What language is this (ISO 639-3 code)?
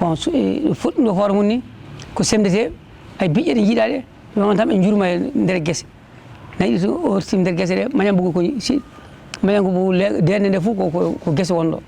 ful